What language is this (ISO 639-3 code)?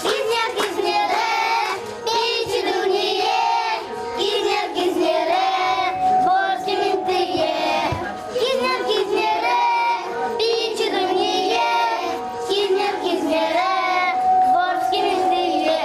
udm